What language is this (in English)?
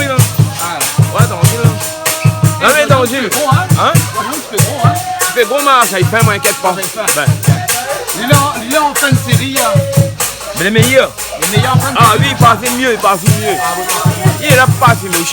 Réunion Creole French